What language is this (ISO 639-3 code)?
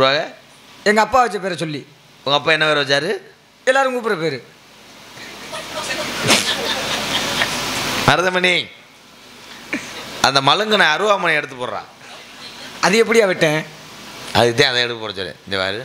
tam